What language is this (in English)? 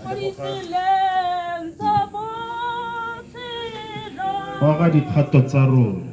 Tswana